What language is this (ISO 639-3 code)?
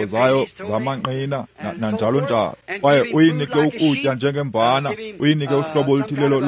xho